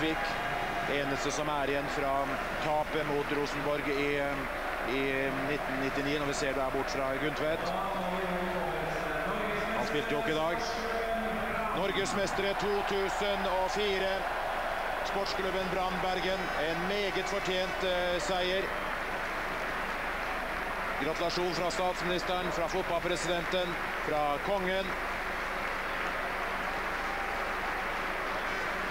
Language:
Norwegian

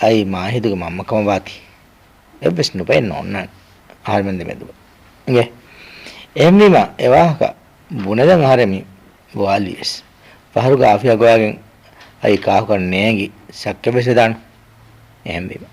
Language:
Divehi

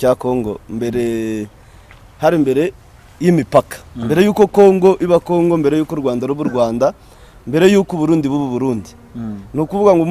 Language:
Kinyarwanda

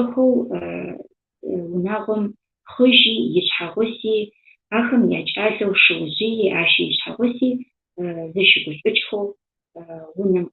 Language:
Adyghe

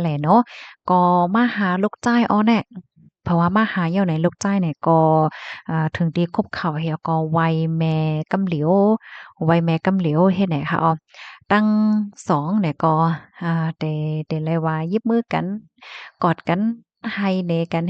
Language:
Shan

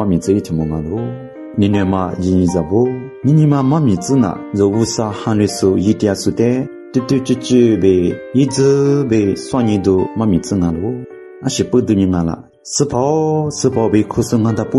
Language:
Lisu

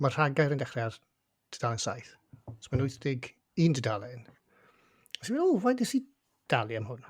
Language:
Welsh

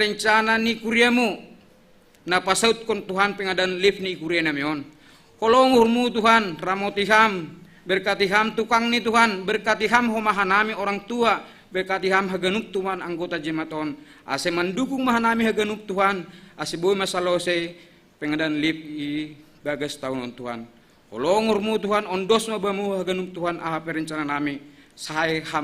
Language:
Batak Simalungun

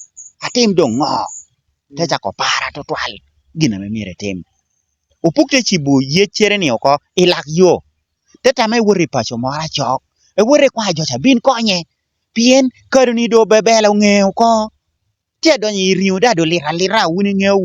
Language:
Lango (Uganda)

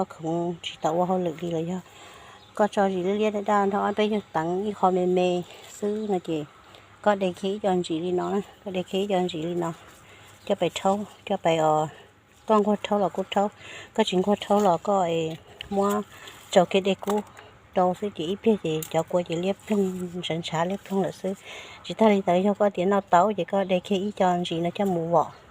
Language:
Hmong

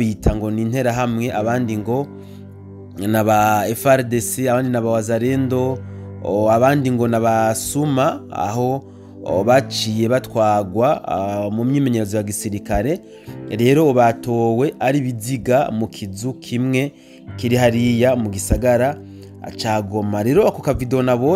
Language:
Rundi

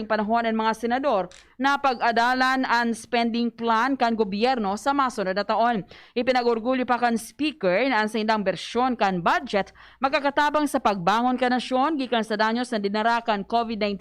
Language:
Bikol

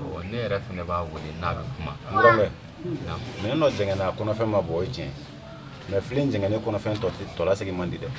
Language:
Bambara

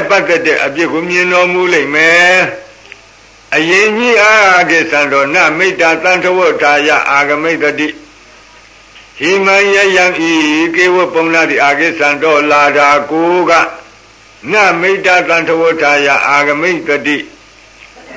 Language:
Burmese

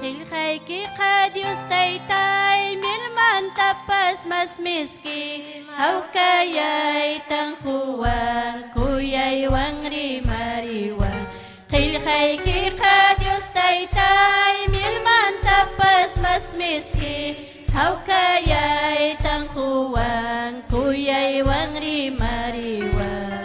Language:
Ayacucho Quechua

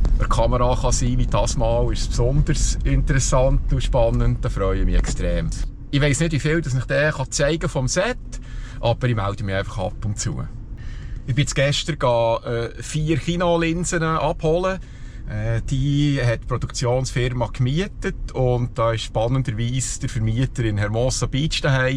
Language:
Swiss German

